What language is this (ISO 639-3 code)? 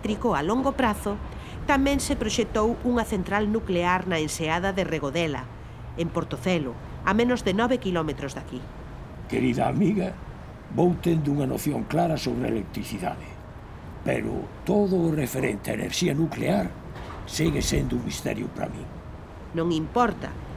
glg